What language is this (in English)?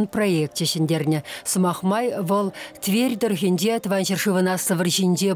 Chuvash